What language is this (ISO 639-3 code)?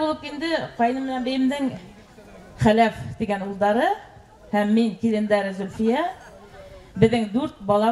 bak